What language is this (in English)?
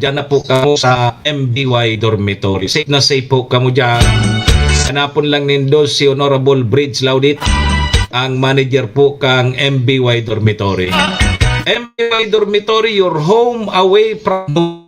Bikol